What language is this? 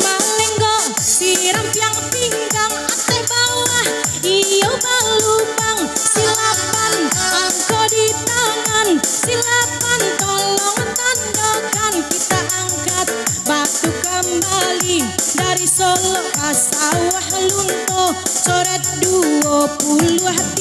Minangkabau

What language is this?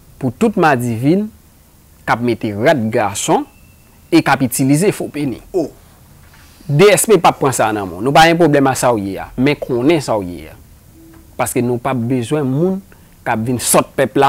Haitian Creole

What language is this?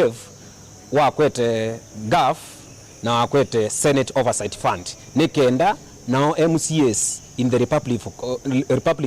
Kamba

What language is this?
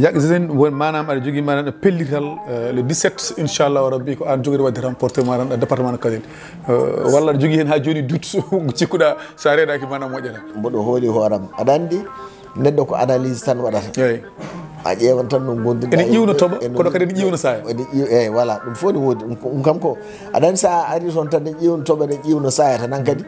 Fula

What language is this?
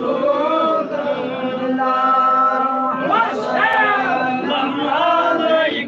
Kashmiri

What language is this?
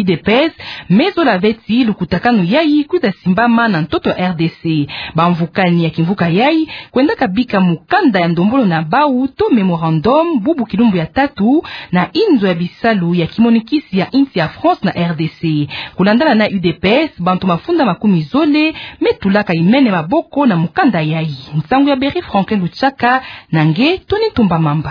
Kituba (Democratic Republic of Congo)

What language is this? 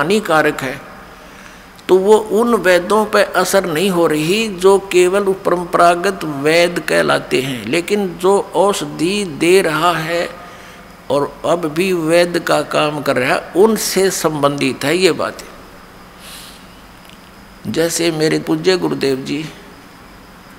Hindi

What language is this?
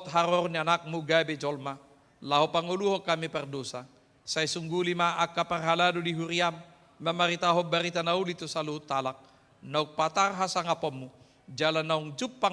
Batak Toba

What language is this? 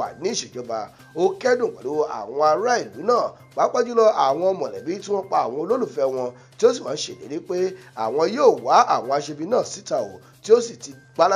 Yoruba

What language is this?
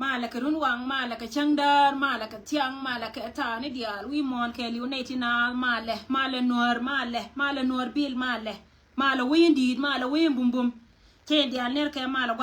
Nuer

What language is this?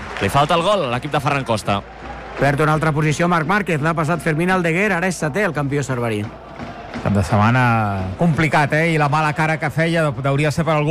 Catalan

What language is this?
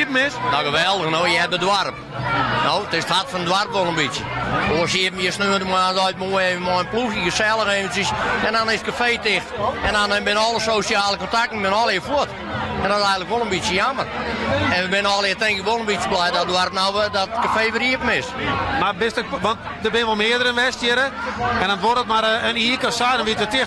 Western Frisian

